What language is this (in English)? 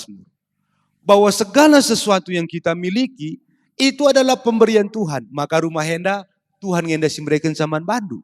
Batak Karo